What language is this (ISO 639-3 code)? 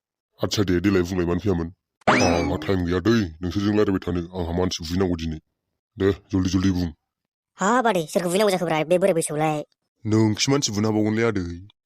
brx